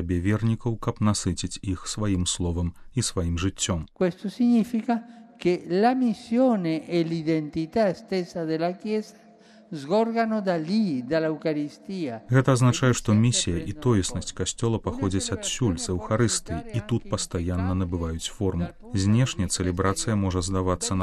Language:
Belarusian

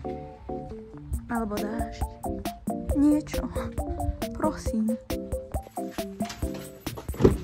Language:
Slovak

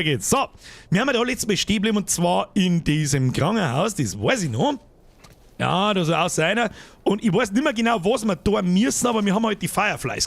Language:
Bavarian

